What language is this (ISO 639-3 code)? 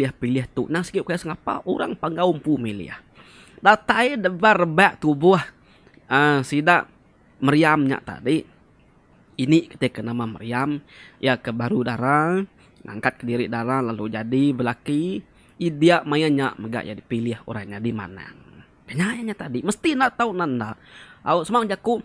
iba